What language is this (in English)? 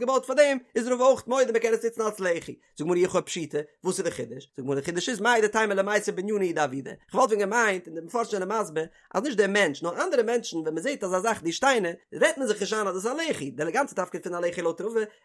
Yiddish